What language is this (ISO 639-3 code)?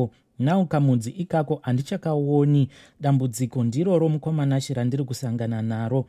sna